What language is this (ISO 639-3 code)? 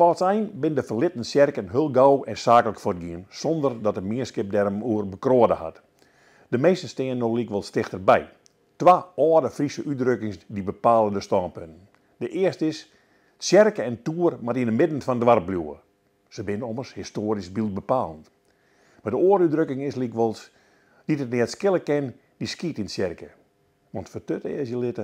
fry